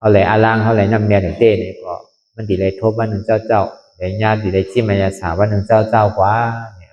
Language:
Shan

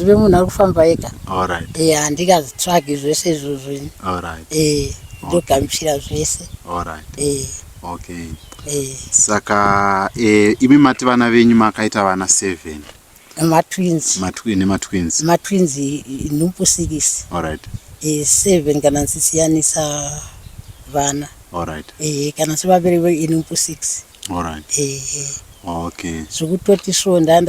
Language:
Shona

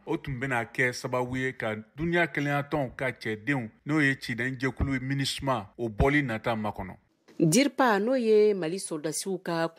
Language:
Bambara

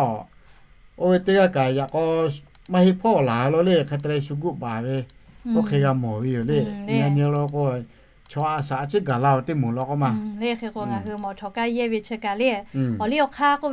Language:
Lahu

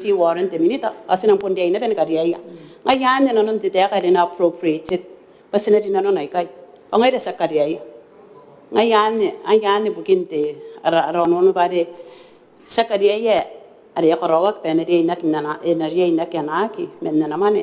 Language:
Gilbertese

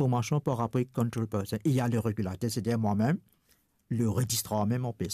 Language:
Morisyen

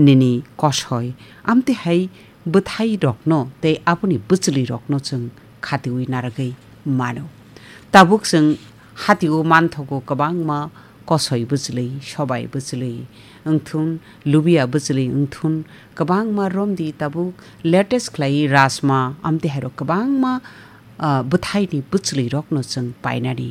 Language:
Kok Borok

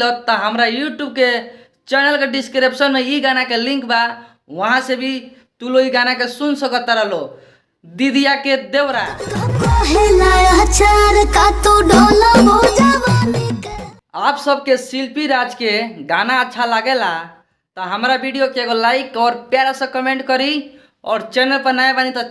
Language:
Bhojpuri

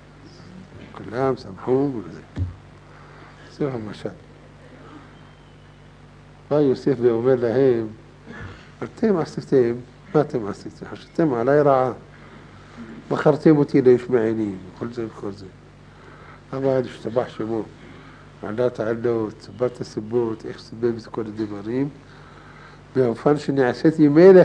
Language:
Hebrew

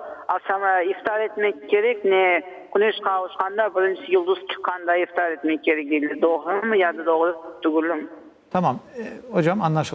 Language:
Crimean Tatar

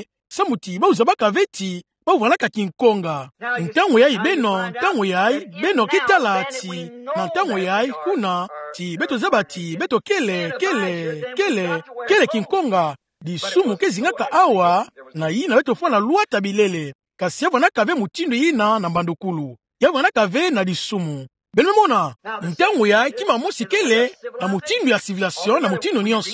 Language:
Kituba (Democratic Republic of Congo)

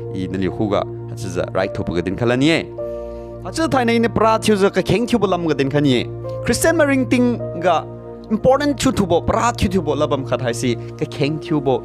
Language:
Liangmai Naga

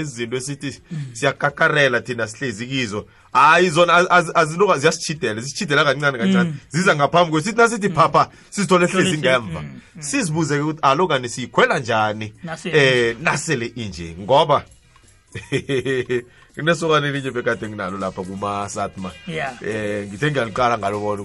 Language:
South Ndebele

